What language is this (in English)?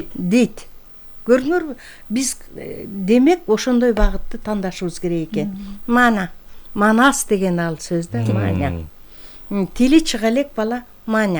Kyrgyz